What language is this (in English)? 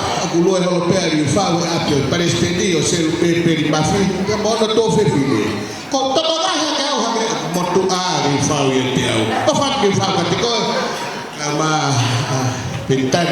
Tongan